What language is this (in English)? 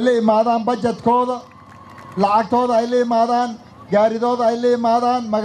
Somali